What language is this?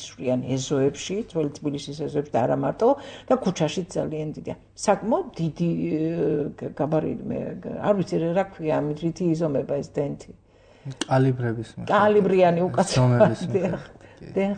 Georgian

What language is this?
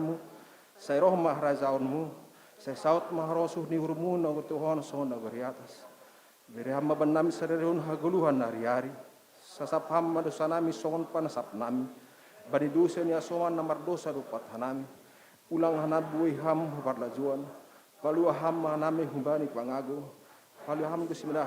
Batak Simalungun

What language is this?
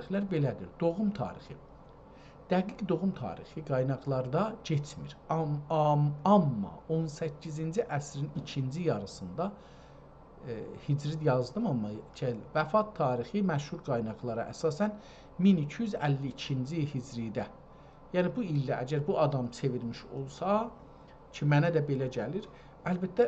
South Azerbaijani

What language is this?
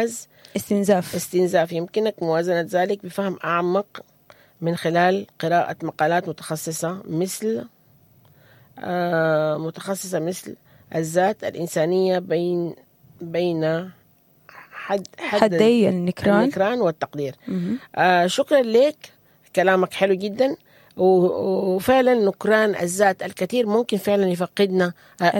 Sudanese Arabic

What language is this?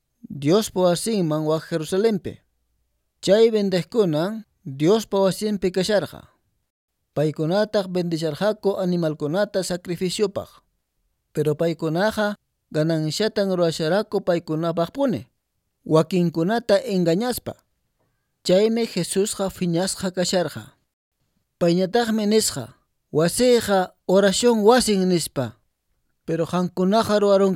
Quechua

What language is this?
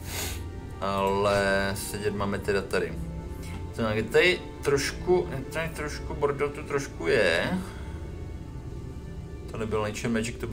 Czech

